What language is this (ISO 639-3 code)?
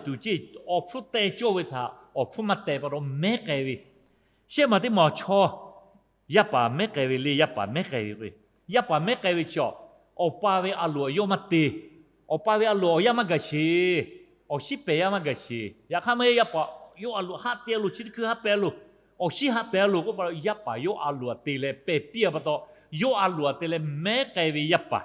lhu